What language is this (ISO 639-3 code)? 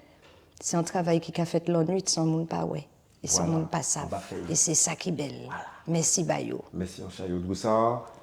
gcf